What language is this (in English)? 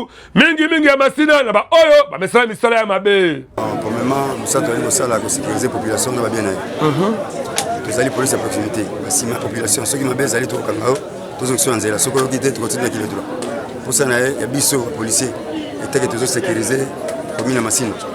Lingala